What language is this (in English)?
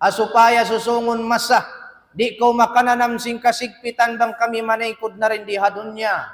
Tausug